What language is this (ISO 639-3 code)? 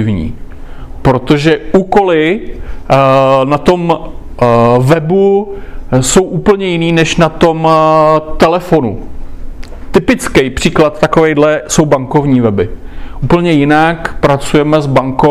ces